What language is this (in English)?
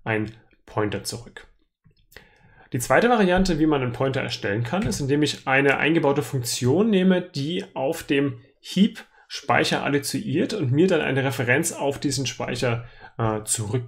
German